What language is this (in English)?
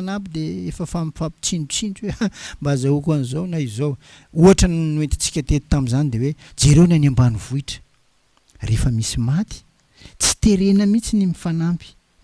Malagasy